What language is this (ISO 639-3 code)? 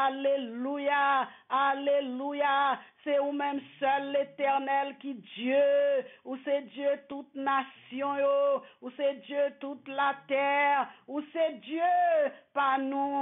fra